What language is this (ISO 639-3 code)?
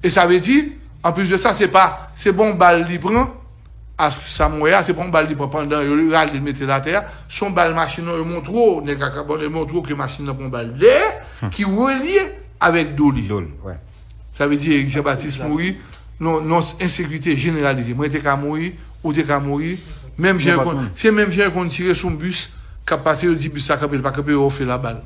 hat